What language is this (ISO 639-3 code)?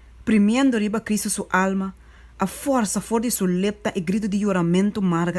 pap